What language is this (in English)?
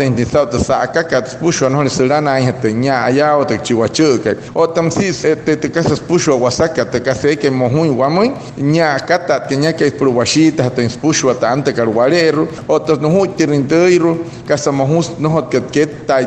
Wayuu